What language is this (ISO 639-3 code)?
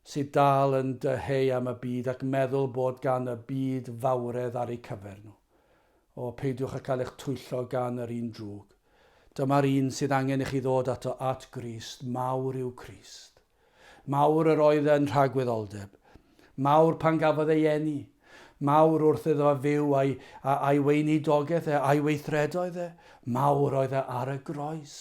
cym